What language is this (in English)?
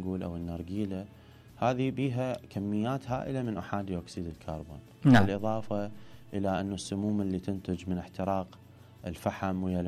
Mesopotamian Arabic